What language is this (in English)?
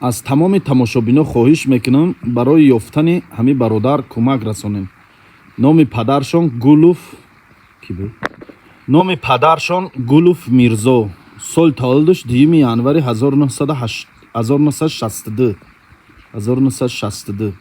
Tajik